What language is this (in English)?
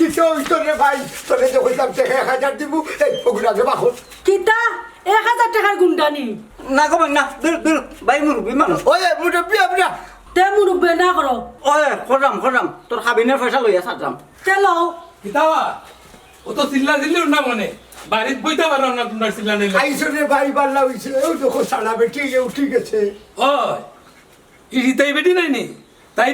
Sylheti